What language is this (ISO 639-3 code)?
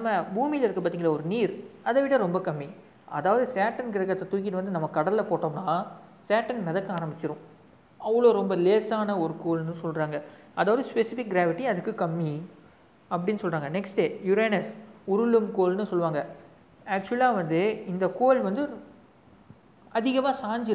tam